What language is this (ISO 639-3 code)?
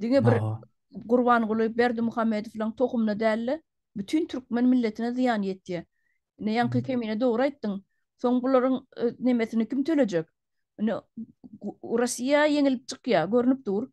tuk